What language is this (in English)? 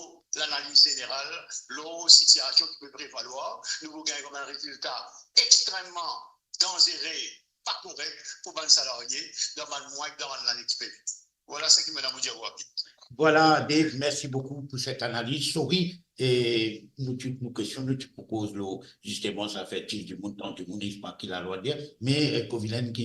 Morisyen